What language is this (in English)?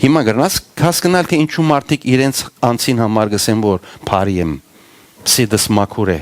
Western Armenian